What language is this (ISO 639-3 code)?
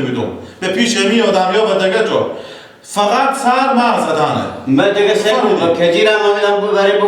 fas